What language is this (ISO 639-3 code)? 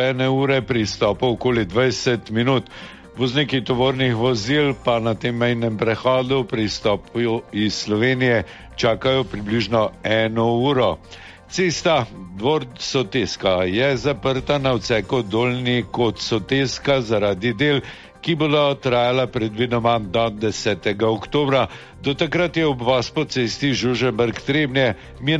slv